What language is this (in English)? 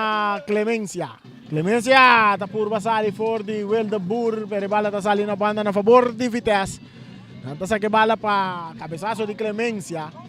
Papiamento